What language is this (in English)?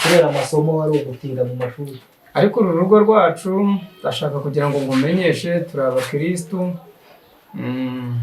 Kinyarwanda